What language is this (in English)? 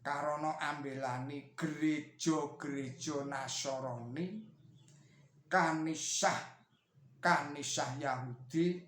Javanese